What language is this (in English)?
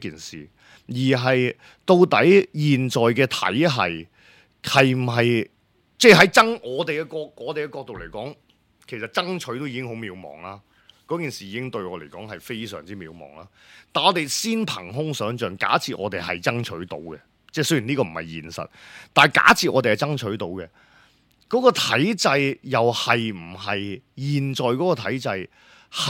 Cantonese